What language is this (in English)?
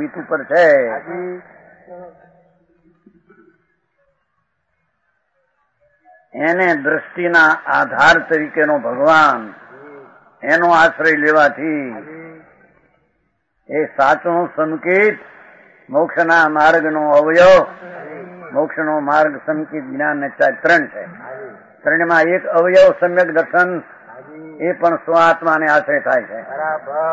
Gujarati